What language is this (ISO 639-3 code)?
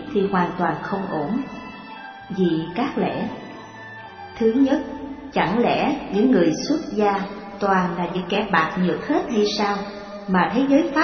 vie